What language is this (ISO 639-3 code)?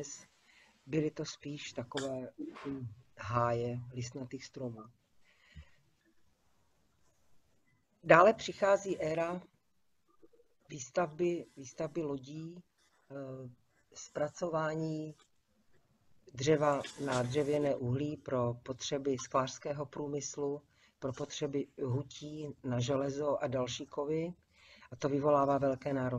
ces